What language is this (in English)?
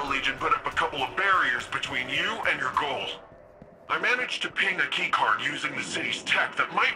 English